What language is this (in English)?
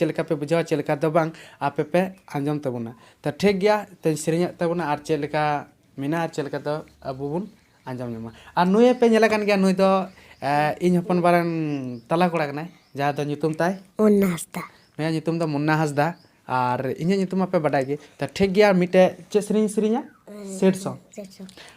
Santali